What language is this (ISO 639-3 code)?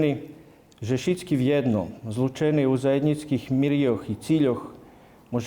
rue